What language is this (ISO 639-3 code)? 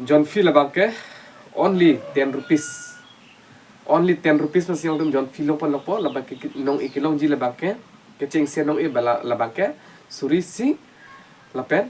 mjw